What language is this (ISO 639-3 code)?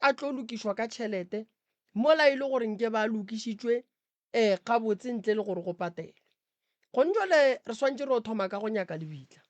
nso